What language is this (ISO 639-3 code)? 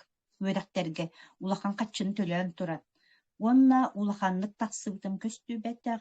sah